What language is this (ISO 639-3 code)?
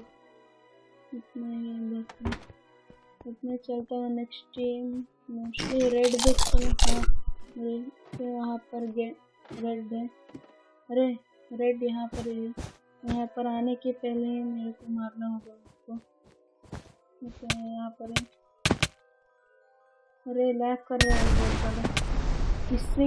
hin